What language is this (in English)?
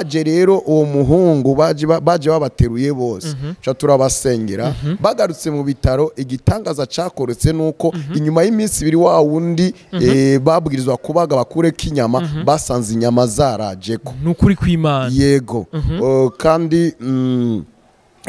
Rundi